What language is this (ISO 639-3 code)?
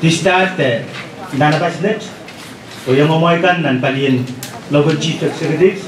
pon